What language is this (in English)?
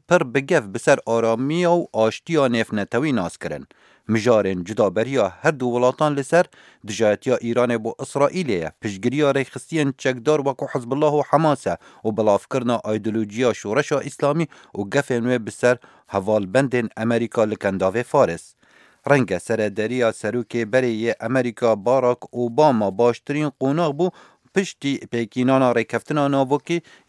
Kurdish